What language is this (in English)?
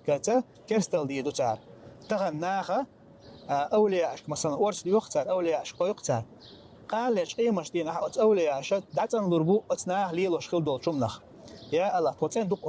Chechen